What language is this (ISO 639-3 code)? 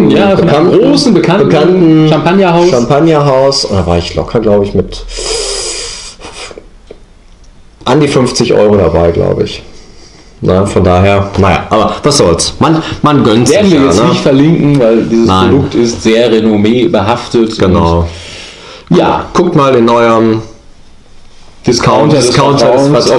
deu